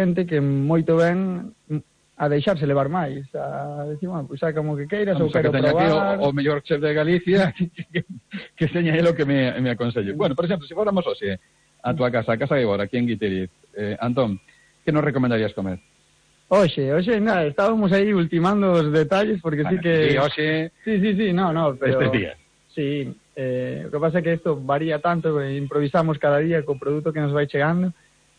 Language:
Galician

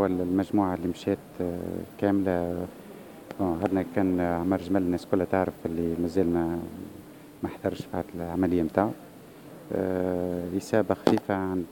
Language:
Tunisian Arabic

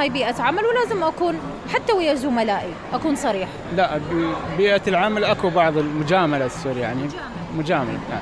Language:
Mesopotamian Arabic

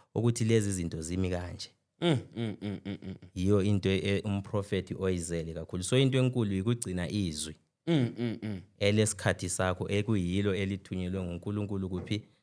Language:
Zulu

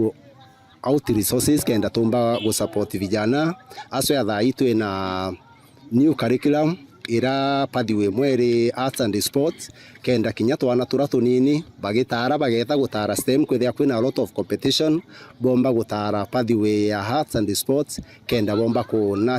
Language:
Meru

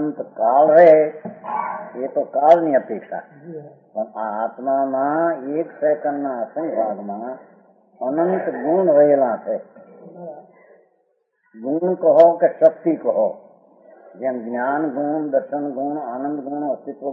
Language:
Gujarati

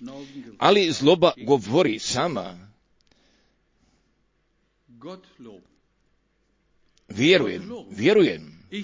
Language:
Croatian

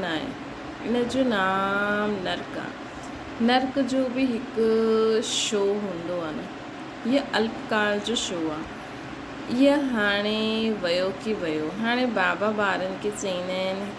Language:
Sindhi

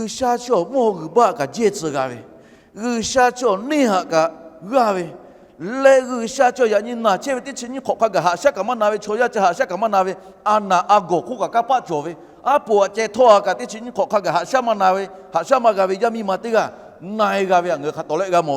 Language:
Lahu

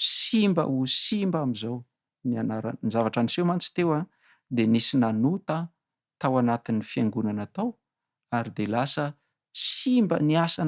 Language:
Malagasy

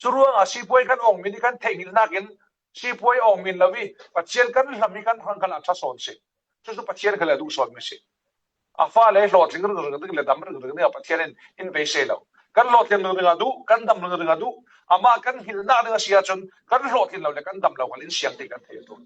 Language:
Falam Chin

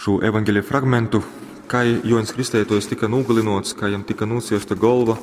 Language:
Latgalian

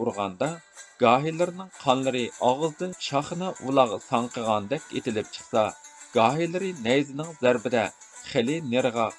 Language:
Uyghur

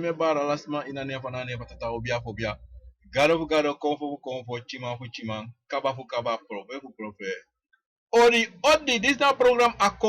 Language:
Sranan Tongo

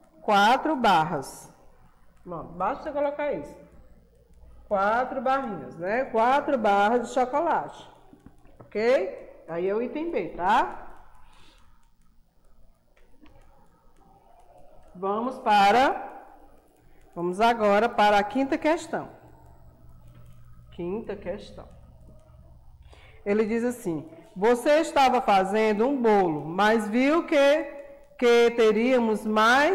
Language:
Portuguese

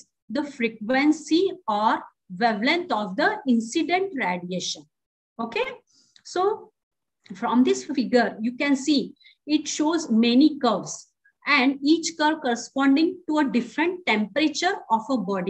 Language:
English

